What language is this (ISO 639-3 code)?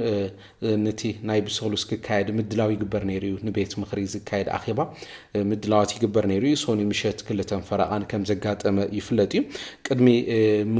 tir